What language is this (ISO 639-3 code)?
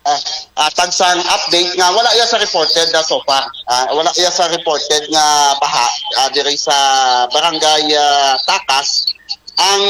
hil